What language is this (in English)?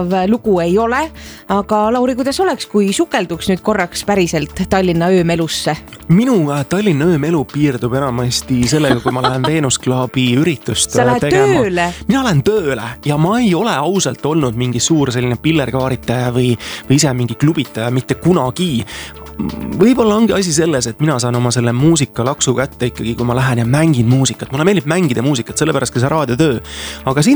Estonian